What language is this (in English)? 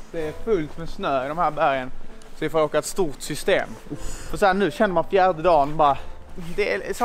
Swedish